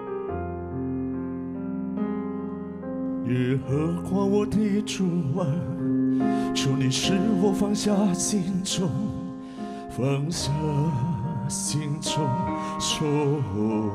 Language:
Chinese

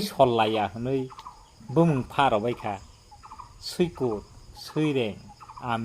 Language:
Kok Borok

